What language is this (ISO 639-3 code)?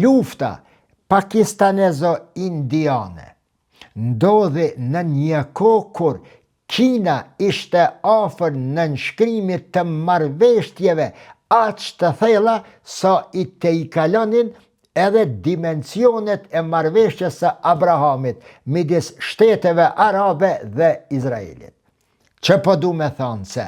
sqi